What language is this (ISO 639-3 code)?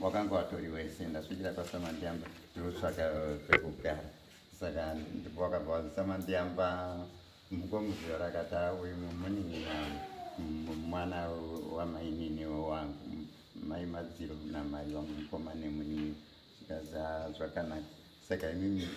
sna